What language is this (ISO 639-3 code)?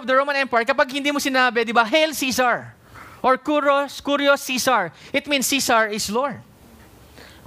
fil